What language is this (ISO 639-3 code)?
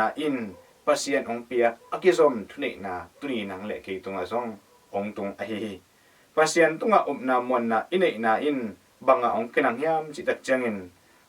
ctd